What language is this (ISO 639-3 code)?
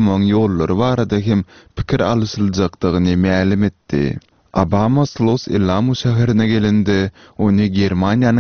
tuk